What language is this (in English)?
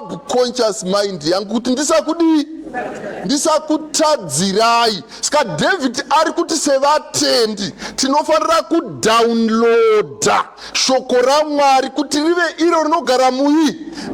Shona